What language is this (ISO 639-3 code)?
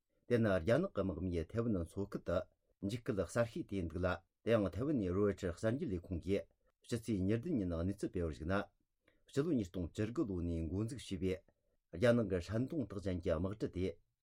bod